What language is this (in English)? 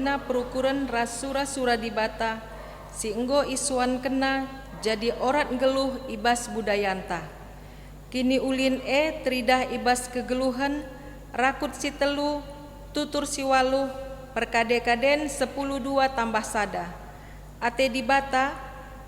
Batak Karo